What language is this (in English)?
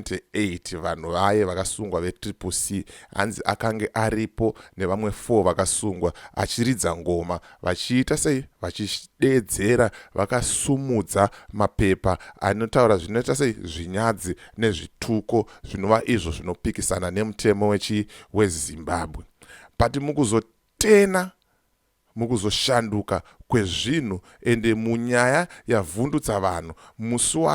Shona